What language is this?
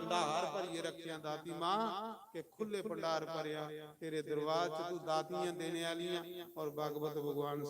Dogri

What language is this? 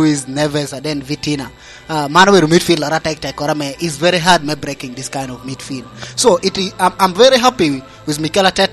Lango (Uganda)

